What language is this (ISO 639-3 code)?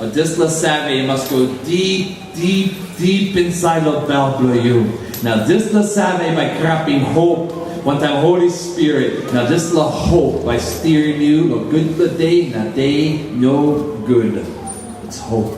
tpi